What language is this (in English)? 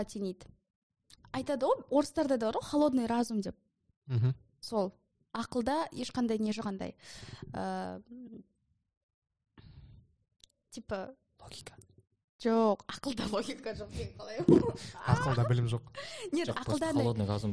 Kazakh